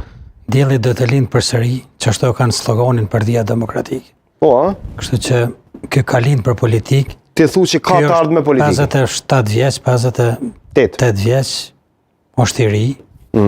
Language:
Albanian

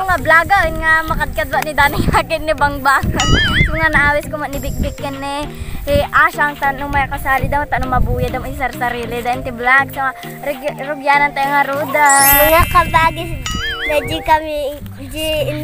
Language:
Iloko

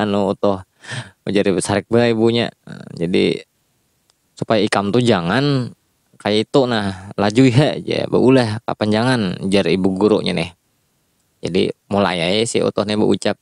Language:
Banjar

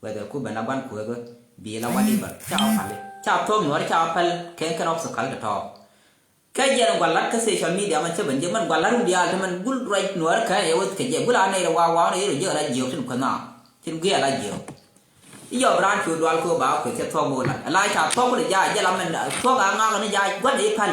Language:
Nuer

